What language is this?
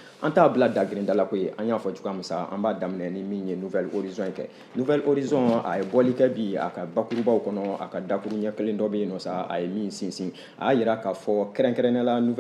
Bambara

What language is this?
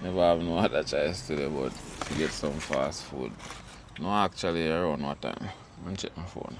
Jamaican Creole English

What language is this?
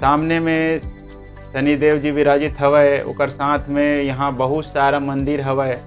Chhattisgarhi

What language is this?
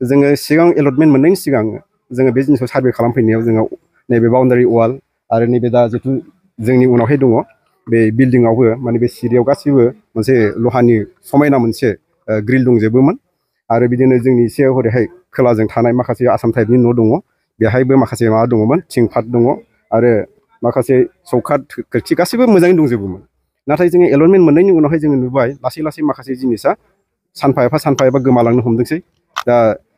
Bodo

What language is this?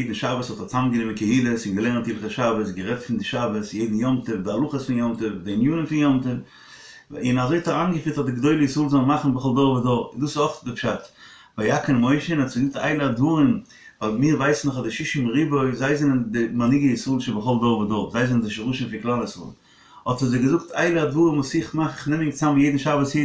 Yiddish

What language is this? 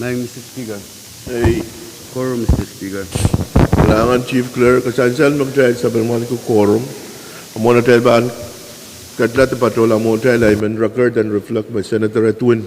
Pohnpeian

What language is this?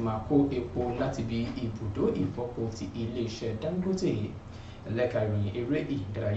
Yoruba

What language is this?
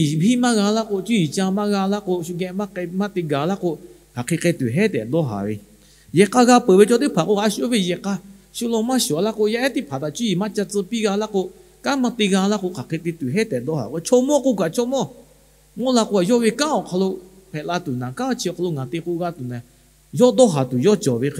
Lahu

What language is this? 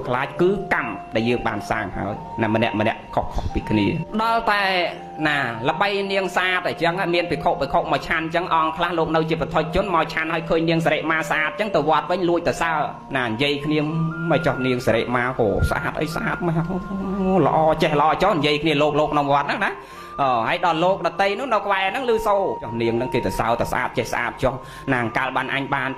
Khmer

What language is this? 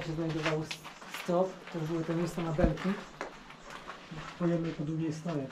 Polish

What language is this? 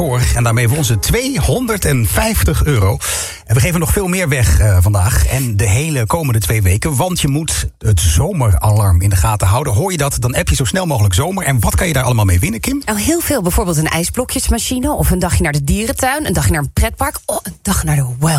Dutch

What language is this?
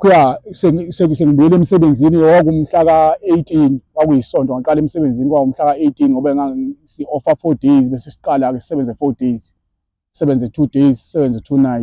Zulu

